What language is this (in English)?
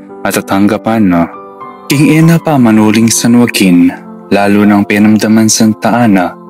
Pampanga